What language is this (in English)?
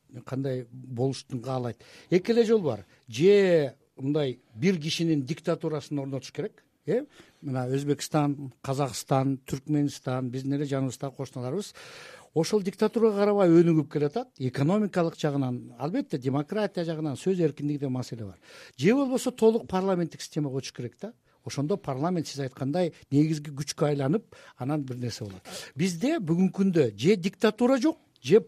Kyrgyz